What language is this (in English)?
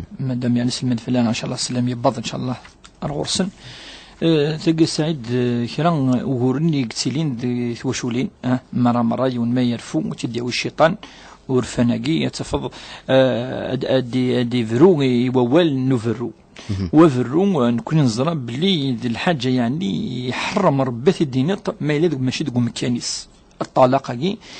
Kabyle